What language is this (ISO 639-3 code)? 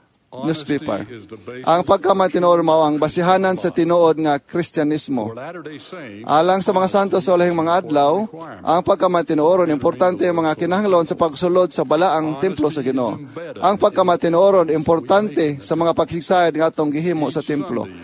ceb